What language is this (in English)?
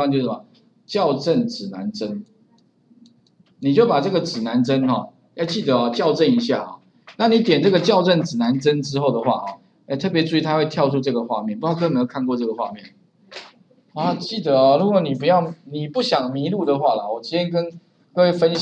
Chinese